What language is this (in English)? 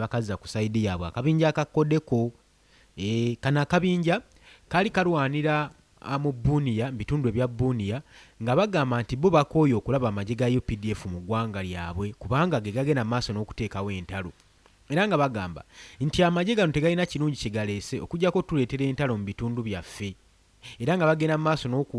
Ganda